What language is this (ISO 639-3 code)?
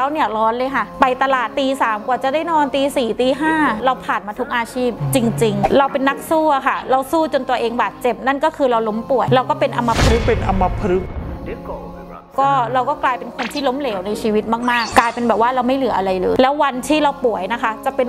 tha